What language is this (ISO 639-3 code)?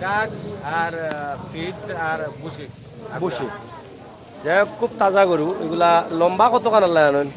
syl